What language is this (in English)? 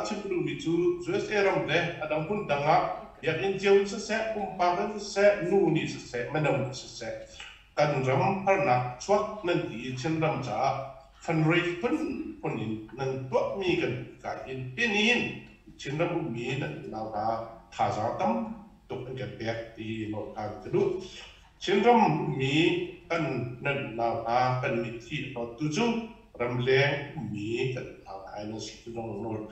Hakha Chin